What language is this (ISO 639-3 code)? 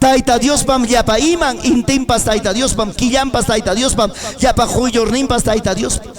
quy